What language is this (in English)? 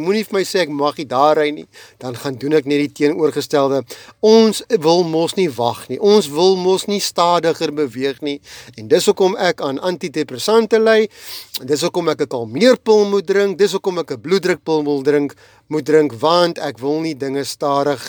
Afrikaans